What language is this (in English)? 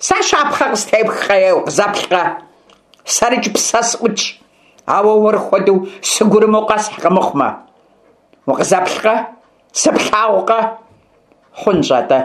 Kabardian